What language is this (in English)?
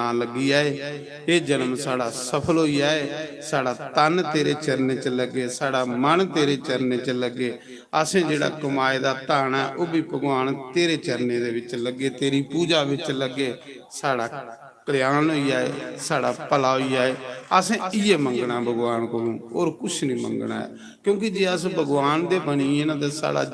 Dogri